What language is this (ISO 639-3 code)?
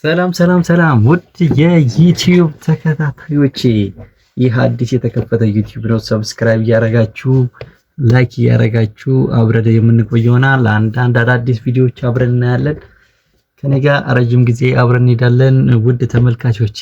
amh